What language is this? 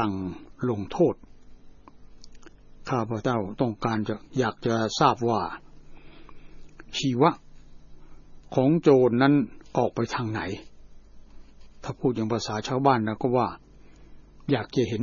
Thai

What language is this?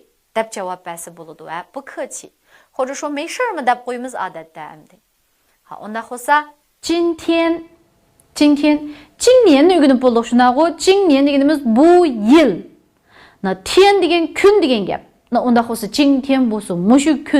Uyghur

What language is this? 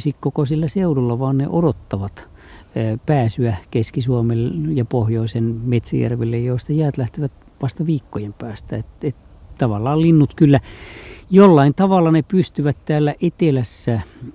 Finnish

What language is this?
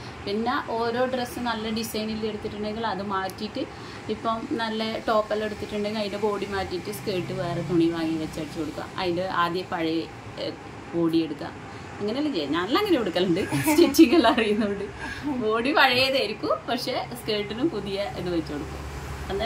Malayalam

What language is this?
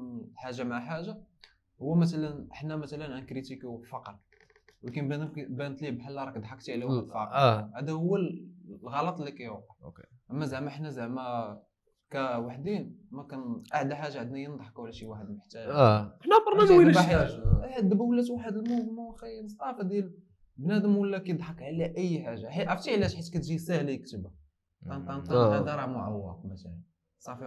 Moroccan Arabic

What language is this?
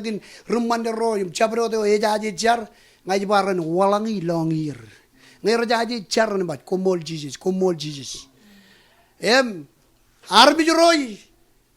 Marshallese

